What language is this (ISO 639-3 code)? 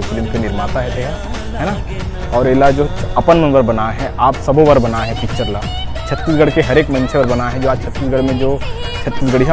hne